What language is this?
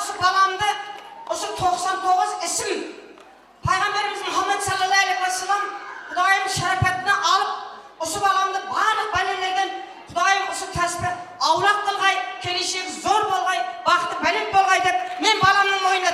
Kara-Kalpak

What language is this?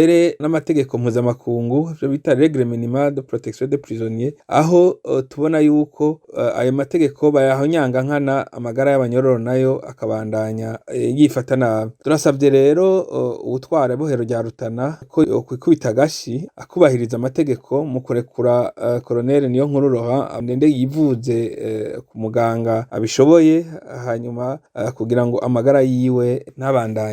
Rundi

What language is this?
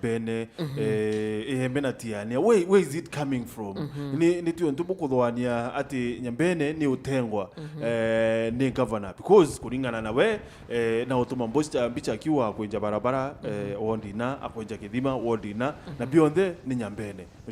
Meru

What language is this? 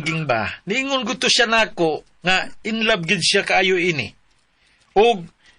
Cebuano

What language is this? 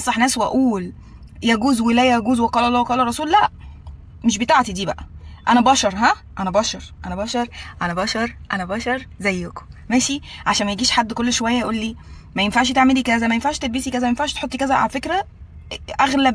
Egyptian Arabic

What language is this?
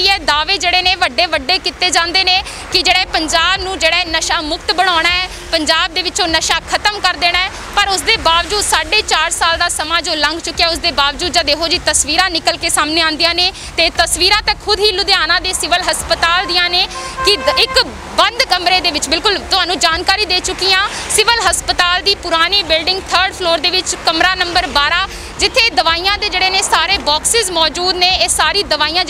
Punjabi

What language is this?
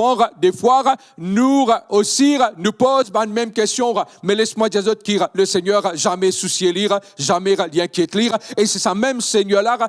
Morisyen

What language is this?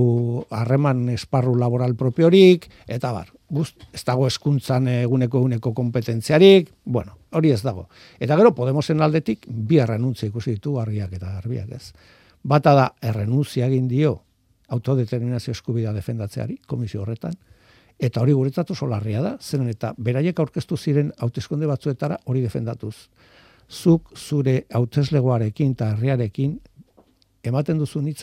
Basque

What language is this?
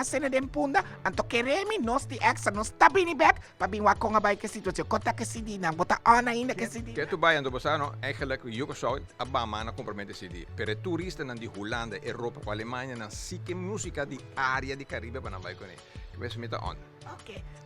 Papiamento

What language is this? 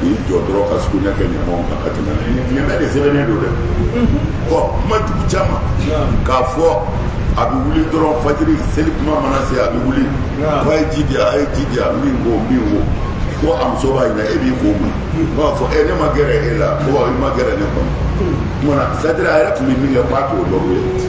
Bambara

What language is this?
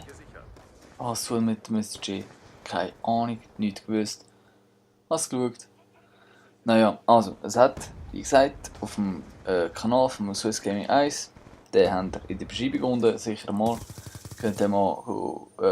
Swiss German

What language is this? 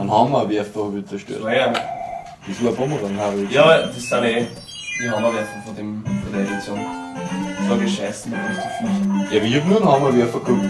Bavarian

